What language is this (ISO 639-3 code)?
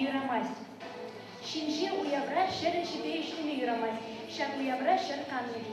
chv